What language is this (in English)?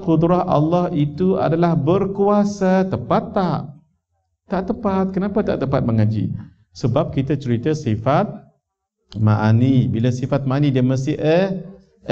Malay